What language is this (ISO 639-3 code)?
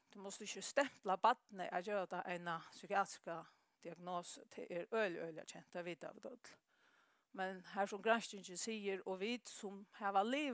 fao